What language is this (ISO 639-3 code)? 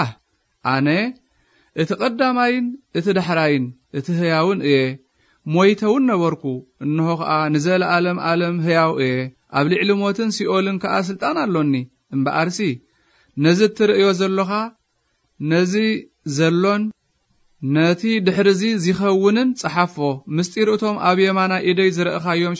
tir